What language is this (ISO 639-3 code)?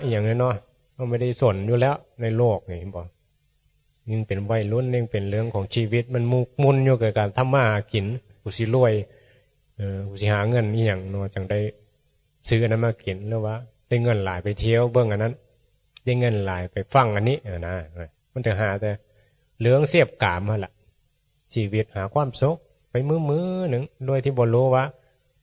tts